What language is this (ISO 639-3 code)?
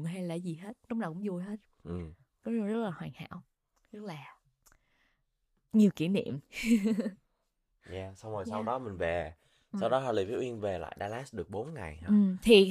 vie